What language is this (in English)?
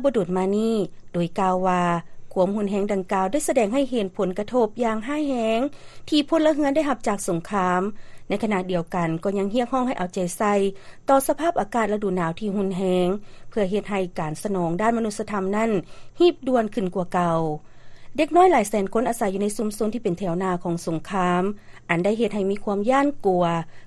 Lao